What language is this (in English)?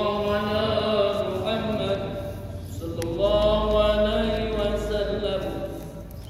Achinese